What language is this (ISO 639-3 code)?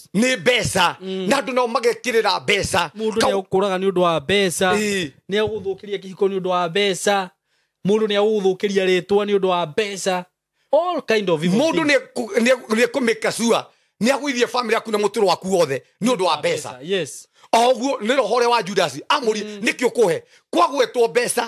kik